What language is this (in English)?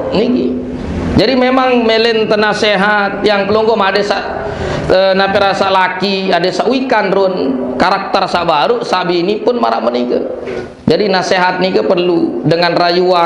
Sasak